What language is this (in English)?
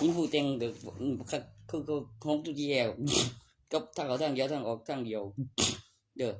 Northeastern Thai